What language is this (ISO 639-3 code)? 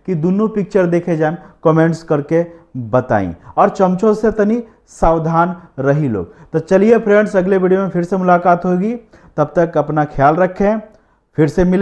bho